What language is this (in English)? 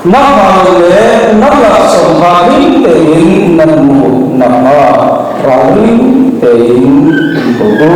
Hakha Chin